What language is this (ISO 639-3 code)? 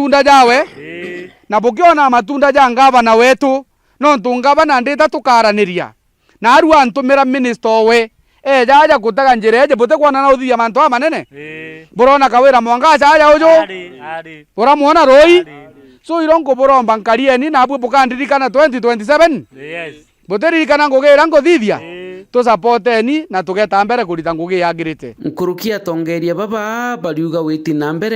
mer